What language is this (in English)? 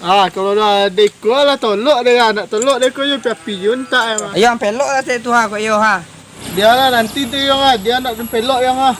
Minangkabau